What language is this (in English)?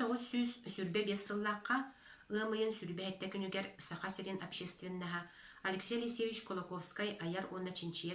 Yakut